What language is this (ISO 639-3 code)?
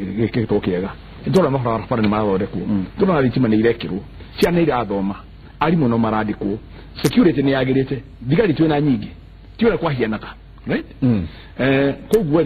kik